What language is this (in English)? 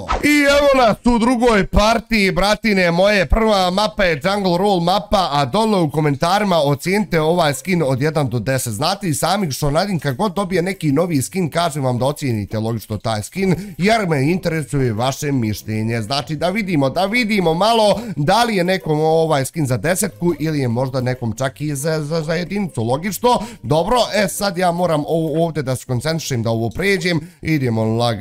Bosnian